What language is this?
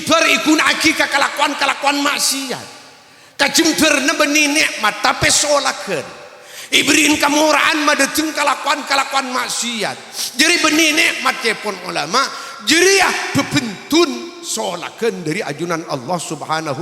Madurese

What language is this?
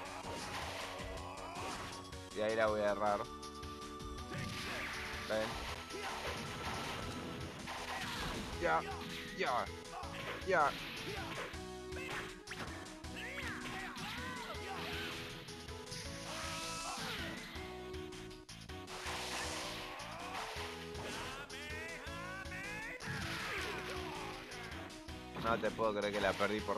Spanish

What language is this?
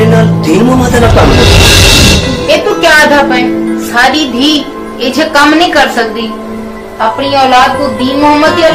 Saraiki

